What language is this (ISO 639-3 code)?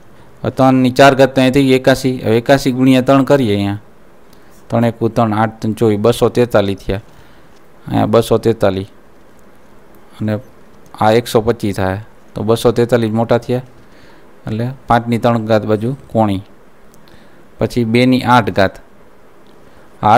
guj